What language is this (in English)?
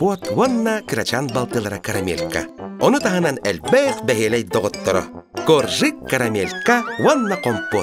Yakut